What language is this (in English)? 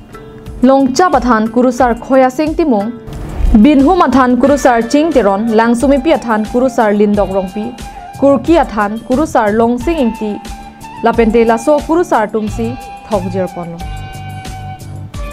Karbi